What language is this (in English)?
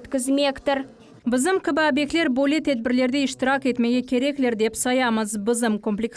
Crimean Tatar